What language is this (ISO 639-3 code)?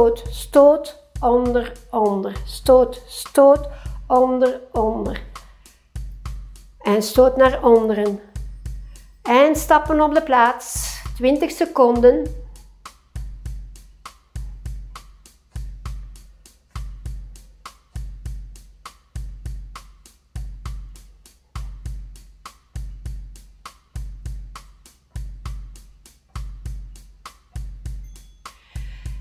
nld